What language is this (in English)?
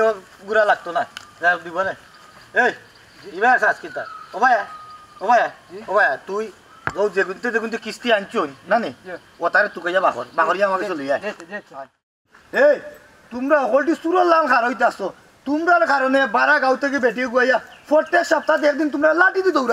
Sylheti